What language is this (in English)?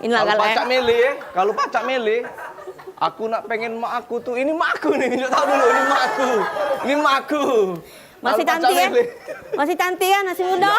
Musi